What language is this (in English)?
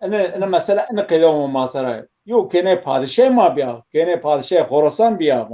Zaza